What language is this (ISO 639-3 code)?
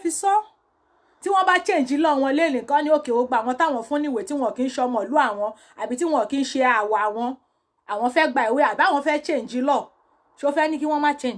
yor